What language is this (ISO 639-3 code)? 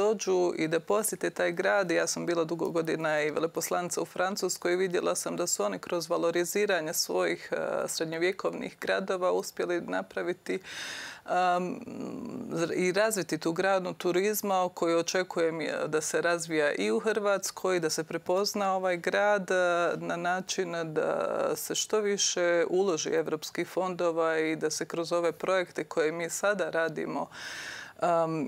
hrv